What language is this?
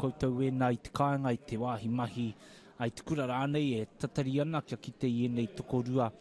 Māori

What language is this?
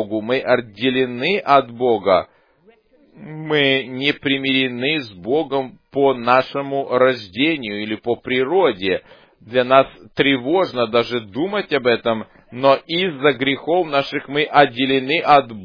Russian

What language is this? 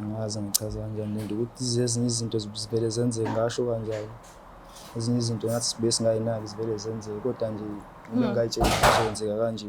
Zulu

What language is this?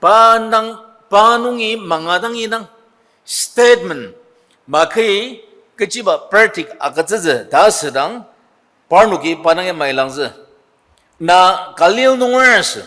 Ao Naga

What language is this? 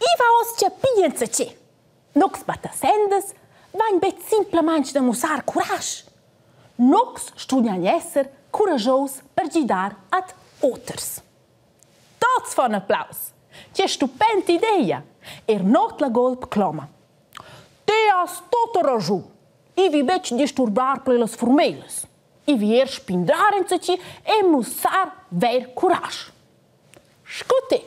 Romansh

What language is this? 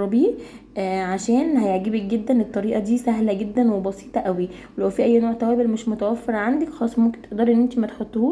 Egyptian Arabic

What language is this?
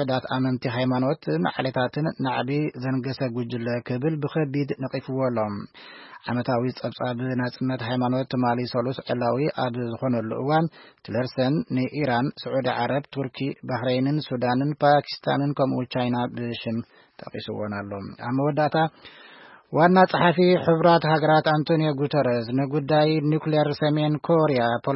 Tigrinya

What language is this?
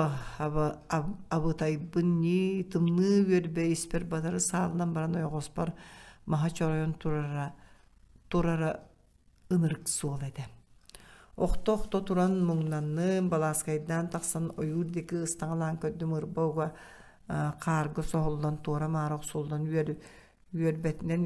Yakut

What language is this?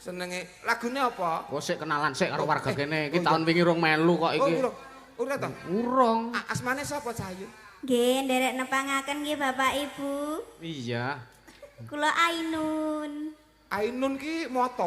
Javanese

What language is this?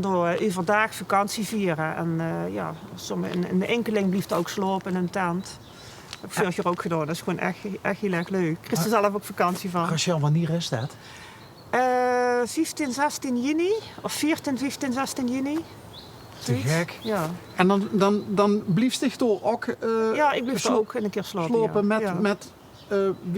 Limburgish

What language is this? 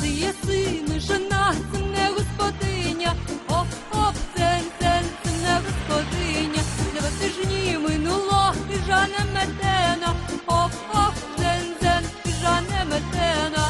Rusyn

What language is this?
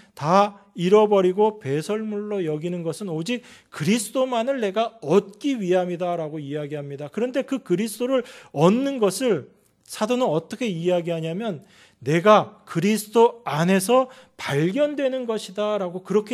Korean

